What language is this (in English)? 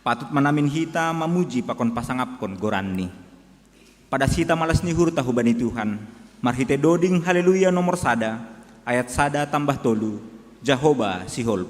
Batak Simalungun